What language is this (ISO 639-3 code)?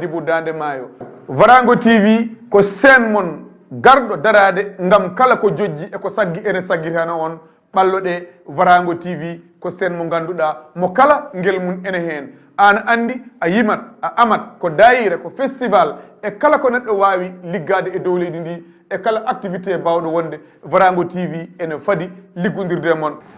ful